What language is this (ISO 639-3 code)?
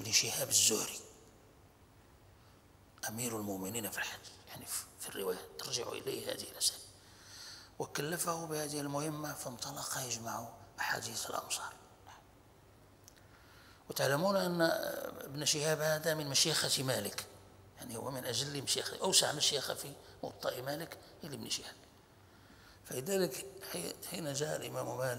ara